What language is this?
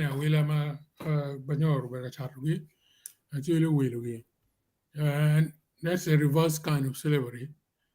Acoli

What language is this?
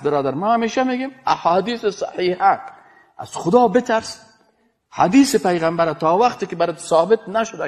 Persian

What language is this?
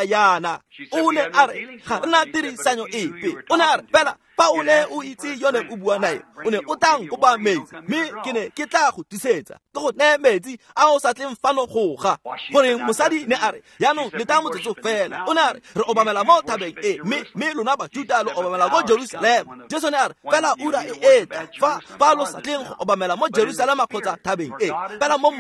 Tswana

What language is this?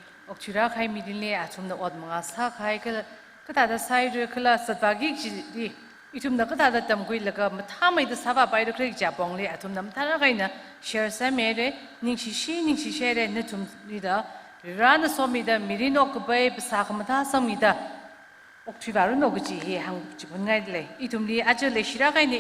Tangkhul Naga (India)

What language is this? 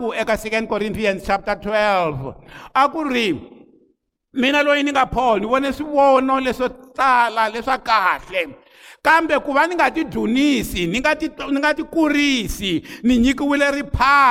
Tsonga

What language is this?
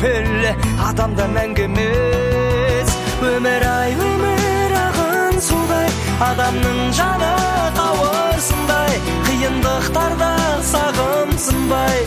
Kazakh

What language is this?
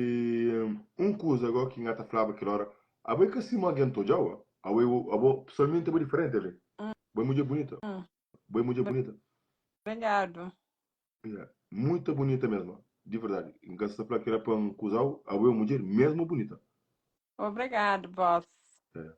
Kabuverdianu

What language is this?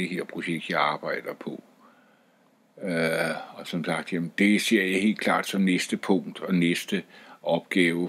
Danish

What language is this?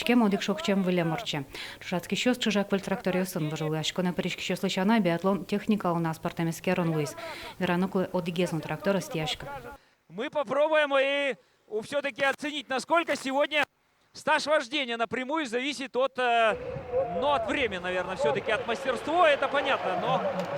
Udmurt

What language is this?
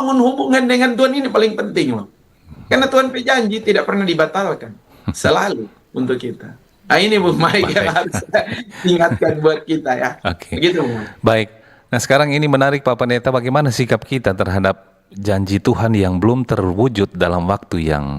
Manado Malay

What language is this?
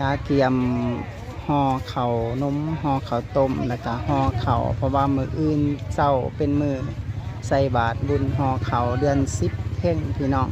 Lao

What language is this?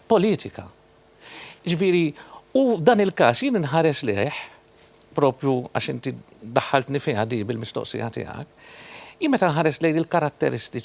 Maltese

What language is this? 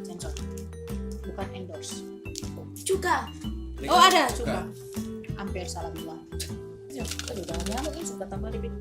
Manado Malay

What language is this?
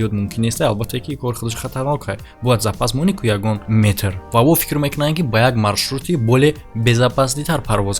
Tajik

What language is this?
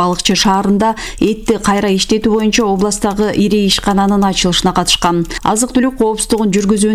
Kyrgyz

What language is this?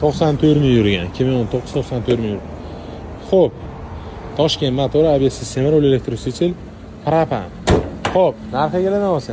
Uzbek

